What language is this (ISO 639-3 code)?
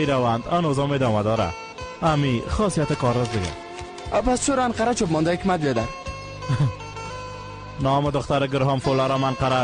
fas